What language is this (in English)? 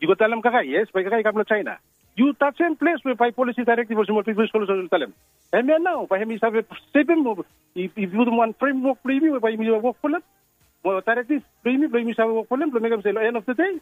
Bislama